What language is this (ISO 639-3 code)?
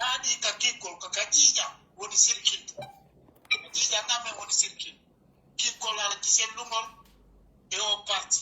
fuf